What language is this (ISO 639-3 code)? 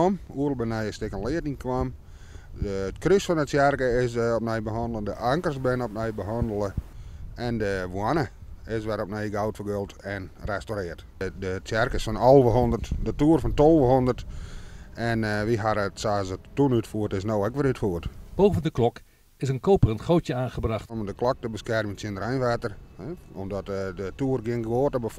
fry